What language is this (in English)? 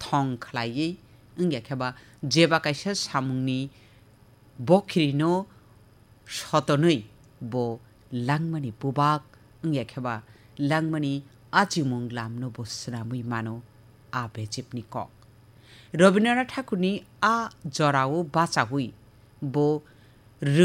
Kok Borok